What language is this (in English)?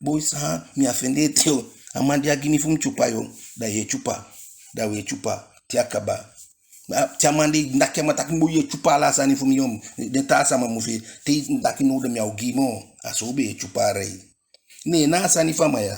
Eastern Maroon Creole